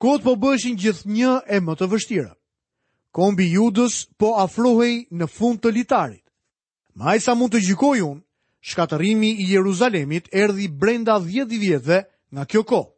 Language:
Albanian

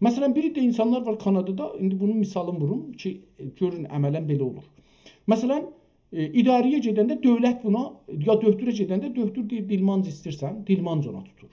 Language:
South Azerbaijani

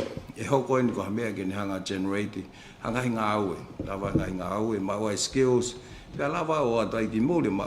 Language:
Tongan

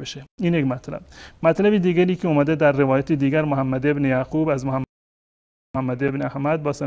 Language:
Persian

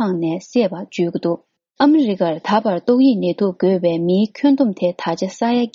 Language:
Tibetan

